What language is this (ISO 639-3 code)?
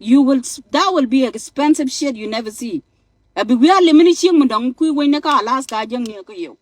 nus